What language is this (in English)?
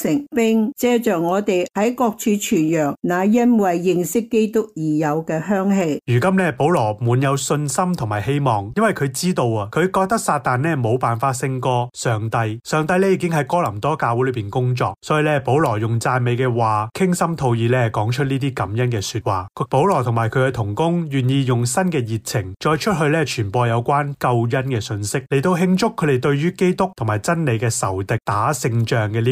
Cantonese